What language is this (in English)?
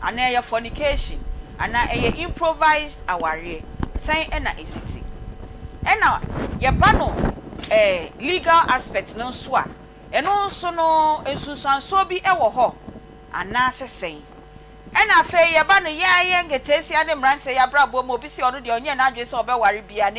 Akan